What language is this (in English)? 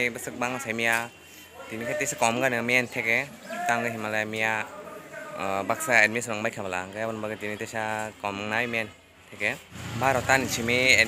Kok Borok